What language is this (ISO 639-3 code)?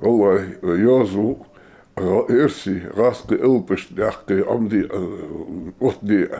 inh